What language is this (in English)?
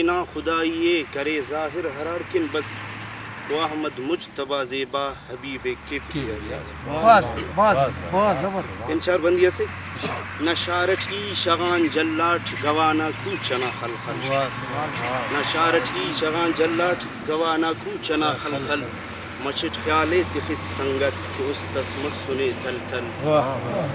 Brahui